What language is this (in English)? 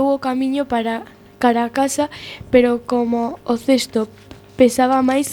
Galician